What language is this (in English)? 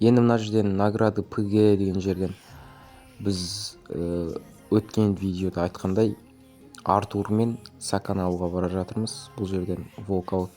Kazakh